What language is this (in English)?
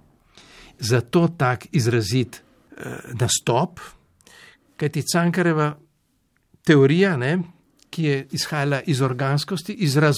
Slovenian